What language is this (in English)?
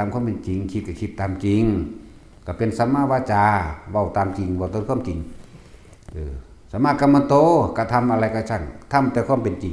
Northeastern Thai